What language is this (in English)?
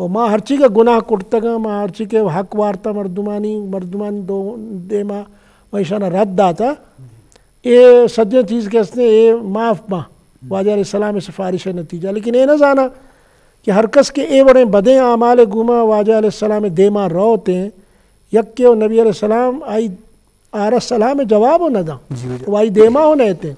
Eastern Balochi